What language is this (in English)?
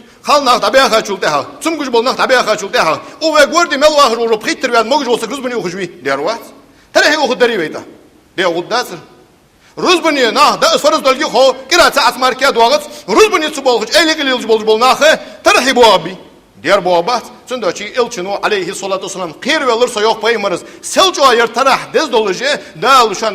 Ingush